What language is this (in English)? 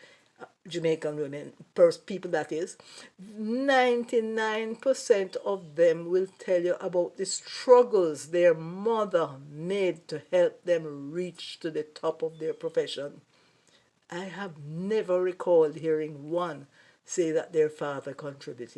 Jamaican Creole English